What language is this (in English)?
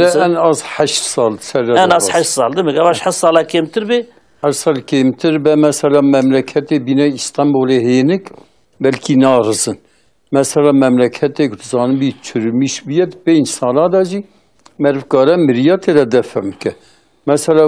Kurdish